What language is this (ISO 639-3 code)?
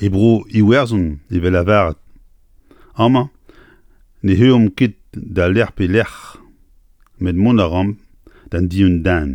bre